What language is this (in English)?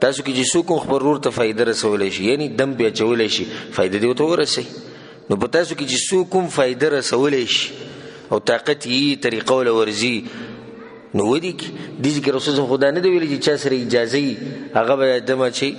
Pashto